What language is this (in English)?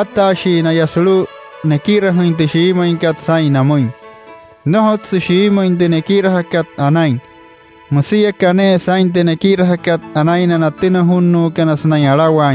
Wayuu